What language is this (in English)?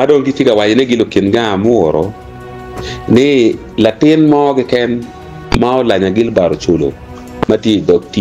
Acoli